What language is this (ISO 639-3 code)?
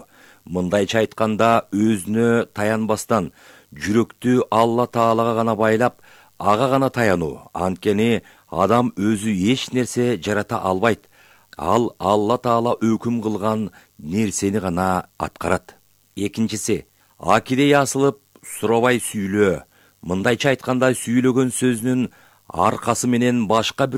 kir